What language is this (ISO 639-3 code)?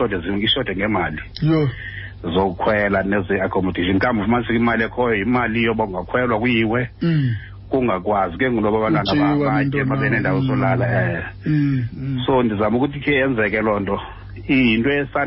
xho